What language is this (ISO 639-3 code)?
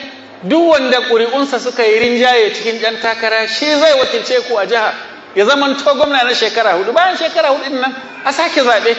hau